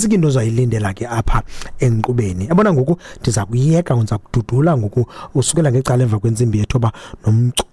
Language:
Xhosa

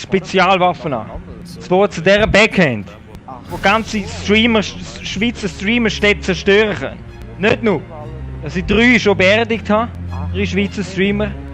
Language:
Swiss German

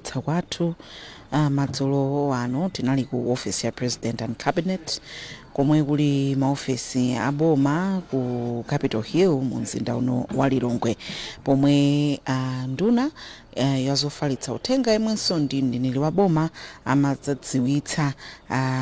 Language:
Nyanja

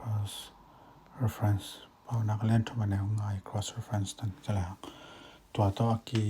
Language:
Tedim Chin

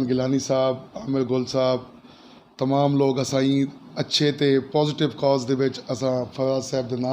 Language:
Saraiki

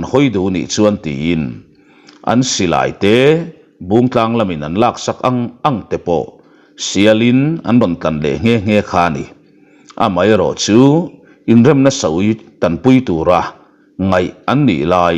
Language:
Mizo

